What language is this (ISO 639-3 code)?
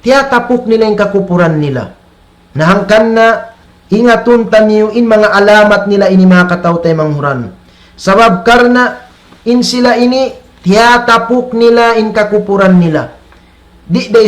tsg